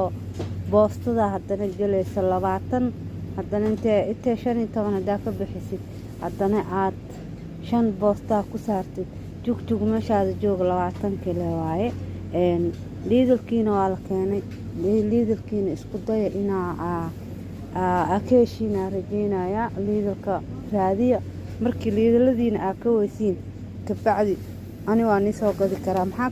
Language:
Somali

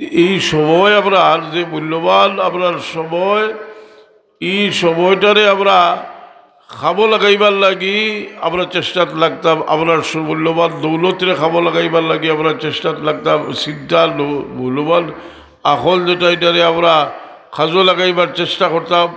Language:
Sylheti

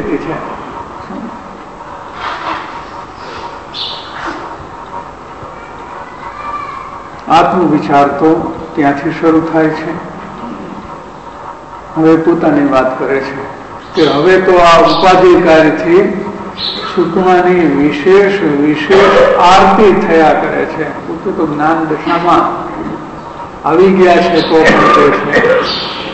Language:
Gujarati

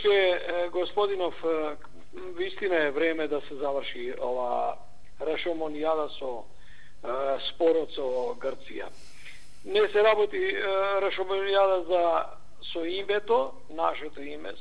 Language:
Macedonian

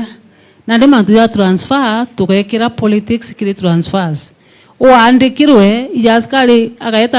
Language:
Meru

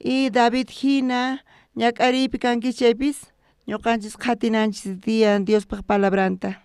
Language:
South Bolivian Quechua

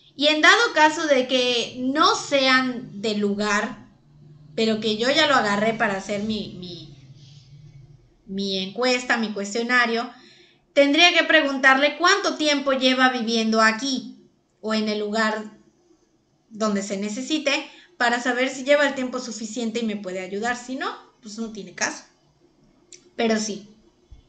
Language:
Spanish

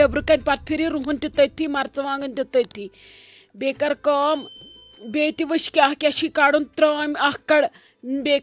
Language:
Kashmiri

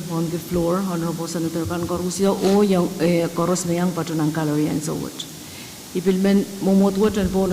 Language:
Pohnpeian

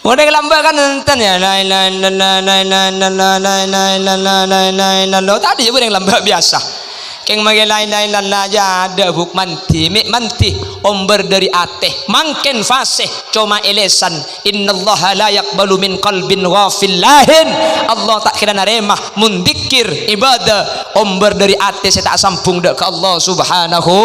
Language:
Madurese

